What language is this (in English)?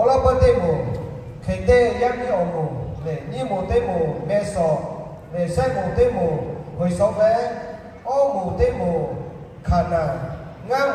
Lahu